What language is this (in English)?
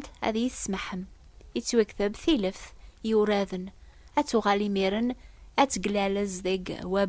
Kabyle